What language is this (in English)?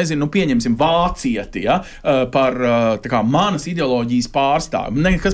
Latvian